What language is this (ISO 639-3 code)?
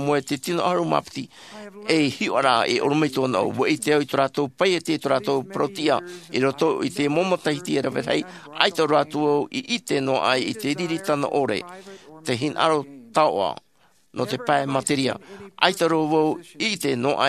tah